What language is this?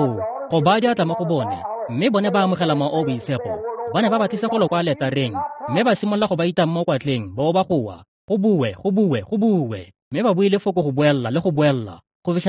Tswana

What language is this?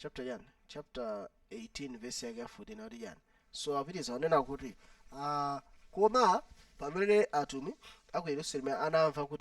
Nyanja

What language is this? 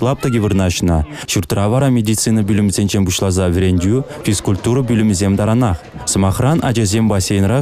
Chuvash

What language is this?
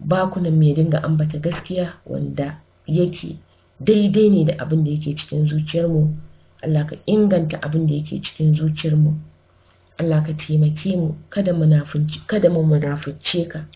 Hausa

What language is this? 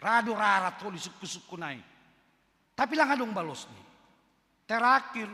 Batak Simalungun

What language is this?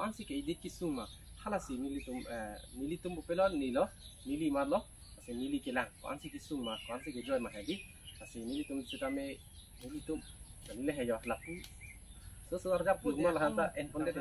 Karbi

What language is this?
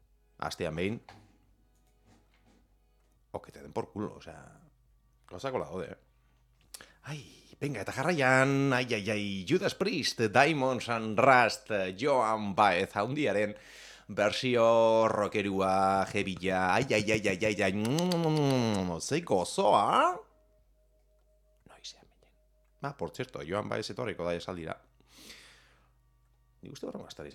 Basque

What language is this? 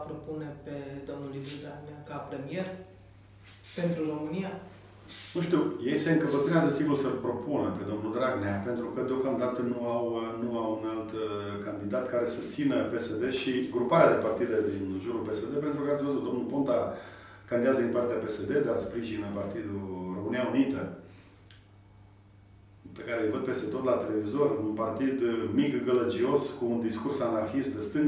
Romanian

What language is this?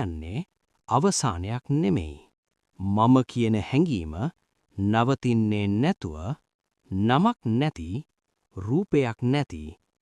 Sinhala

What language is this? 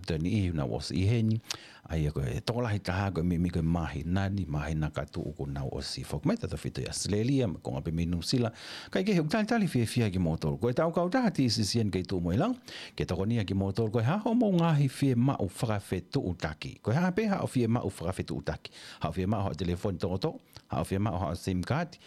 Tongan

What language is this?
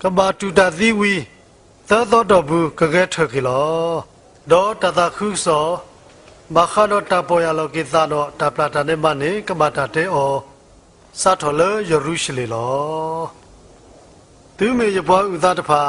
S'gaw Karen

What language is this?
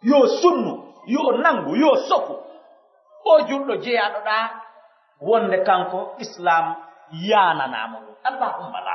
Pular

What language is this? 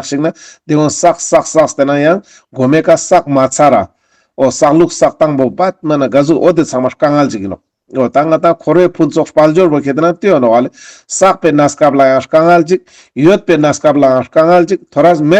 Ladakhi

